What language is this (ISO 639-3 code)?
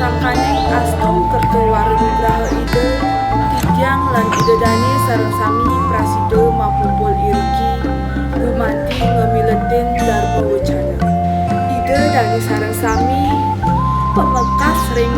ban